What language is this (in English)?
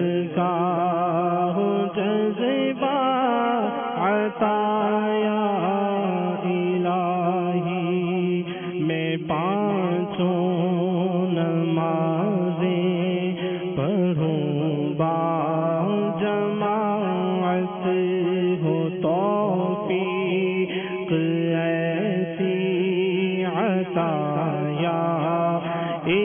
Urdu